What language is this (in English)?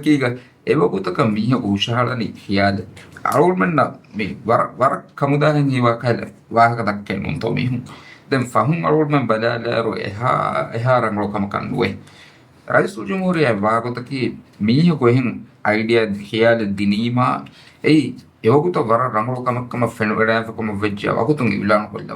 Divehi